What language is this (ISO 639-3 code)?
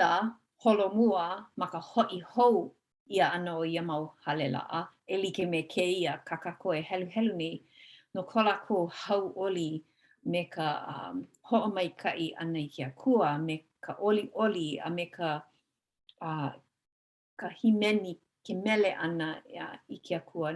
haw